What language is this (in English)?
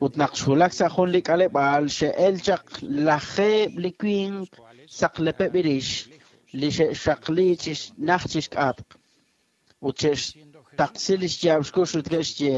Kekchí